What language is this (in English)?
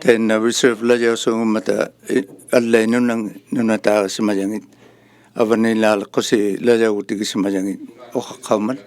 Inuktitut